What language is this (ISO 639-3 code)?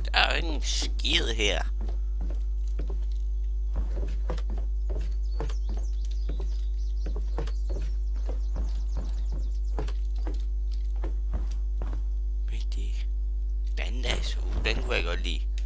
dan